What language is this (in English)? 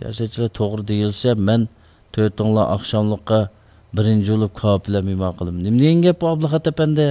Uyghur